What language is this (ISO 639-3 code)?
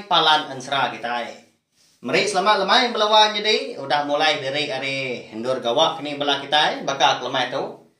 iba